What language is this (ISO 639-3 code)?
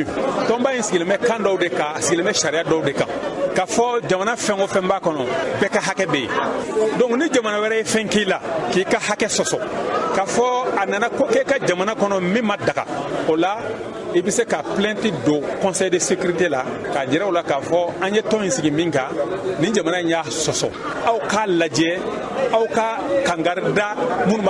bam